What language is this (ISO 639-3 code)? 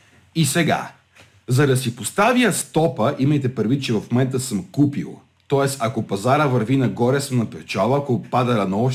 bul